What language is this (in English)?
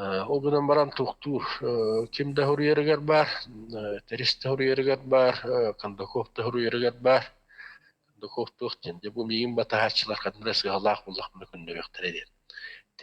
Yakut